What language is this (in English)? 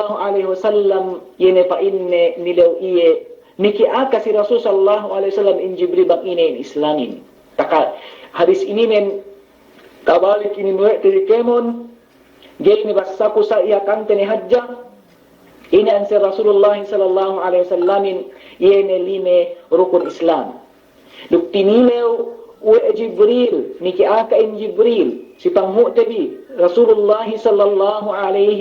Yakan